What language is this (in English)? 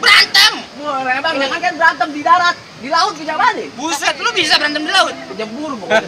Betawi